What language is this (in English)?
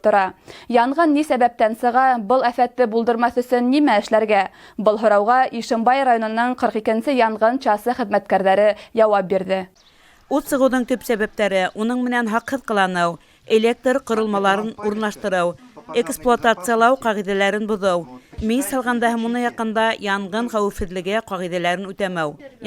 Bashkir